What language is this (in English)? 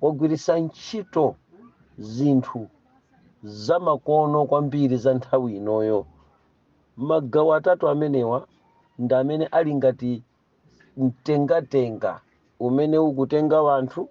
Nyanja